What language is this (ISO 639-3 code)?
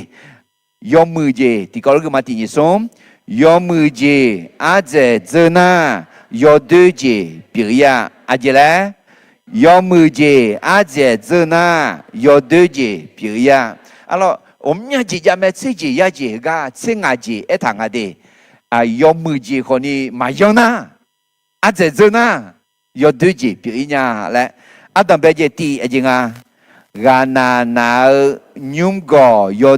ahk